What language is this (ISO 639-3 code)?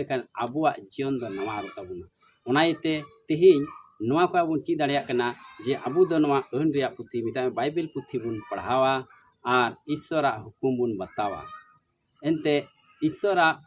sat